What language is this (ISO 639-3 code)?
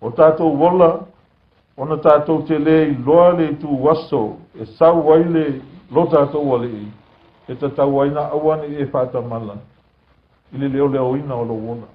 smo